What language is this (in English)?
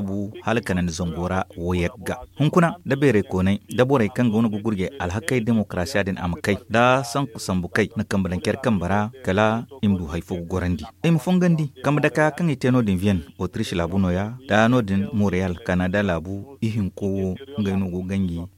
Zarma